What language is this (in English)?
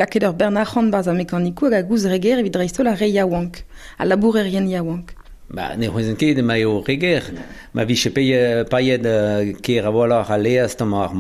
Breton